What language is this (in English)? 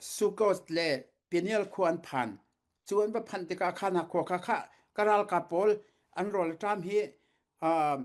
Falam Chin